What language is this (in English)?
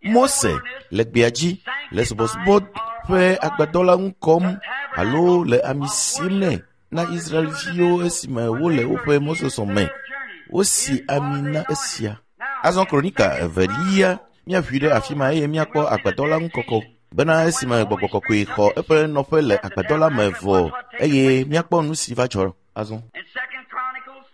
Ewe